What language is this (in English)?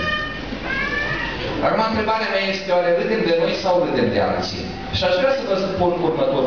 Romanian